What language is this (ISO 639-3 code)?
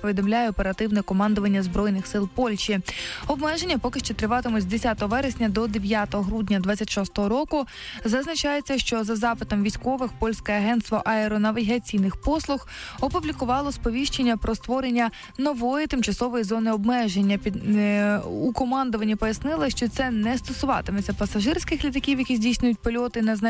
ukr